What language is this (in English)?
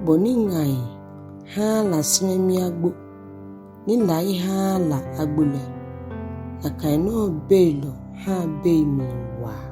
Ga